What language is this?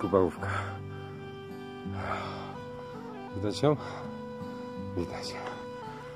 Polish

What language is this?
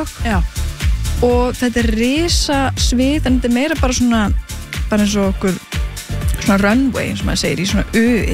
Icelandic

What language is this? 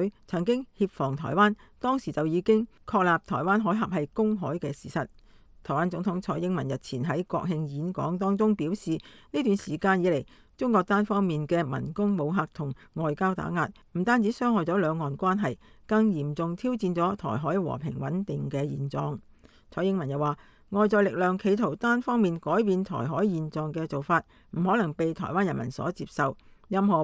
Cantonese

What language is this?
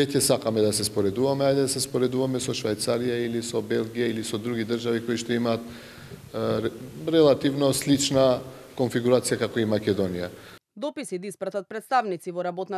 Macedonian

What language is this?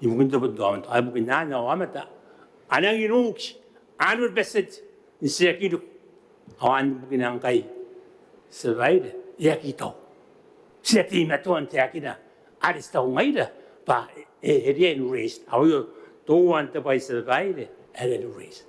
Gilbertese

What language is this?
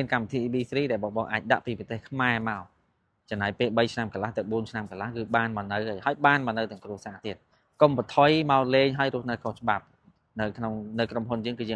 Khmer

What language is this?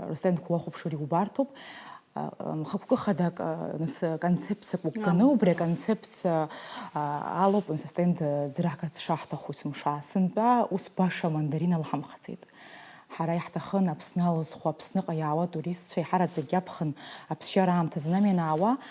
Abkhazian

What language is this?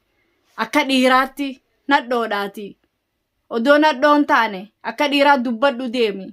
Oromo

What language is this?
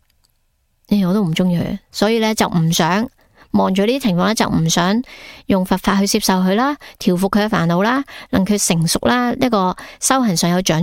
Cantonese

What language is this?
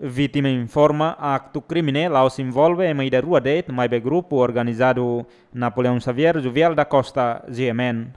Tetum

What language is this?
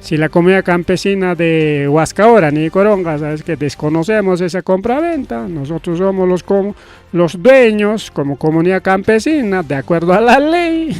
Ayacucho Quechua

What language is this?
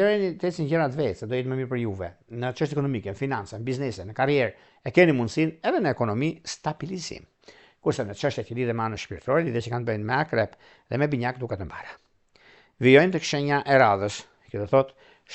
Albanian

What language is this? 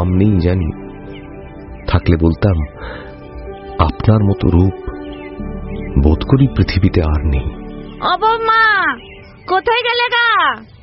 Bangla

